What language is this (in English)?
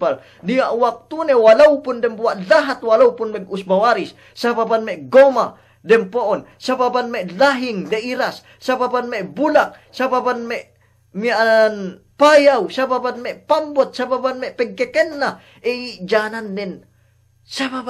Yakan